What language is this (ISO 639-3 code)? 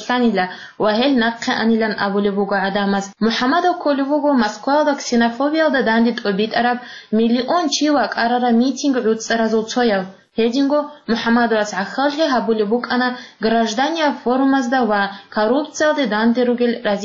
ava